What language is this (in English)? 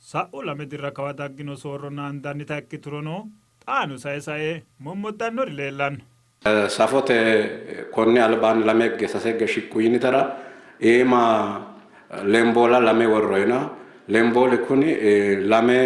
Sidamo